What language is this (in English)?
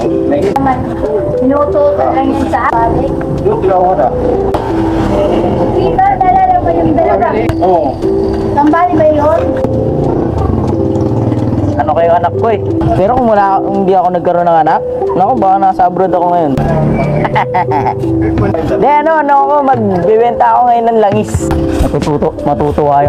Filipino